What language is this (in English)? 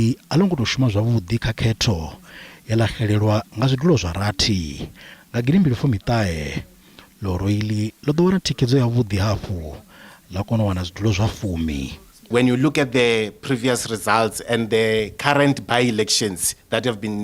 Venda